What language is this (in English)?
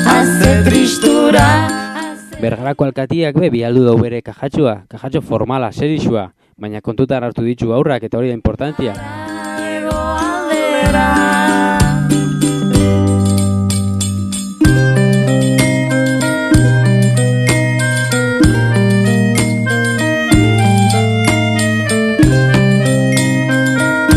Basque